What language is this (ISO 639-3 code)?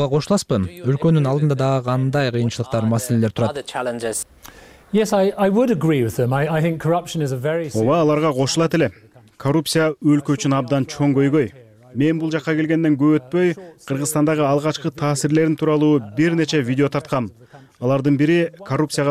kir